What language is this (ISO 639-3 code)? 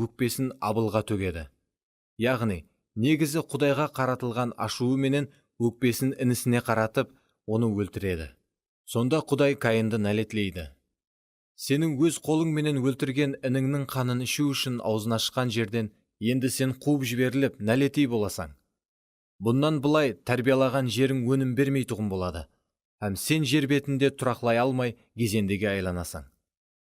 kaa